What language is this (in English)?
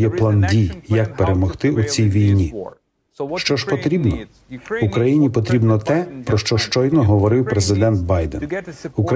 Ukrainian